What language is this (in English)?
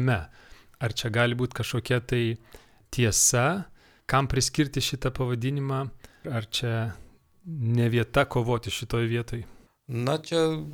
Lithuanian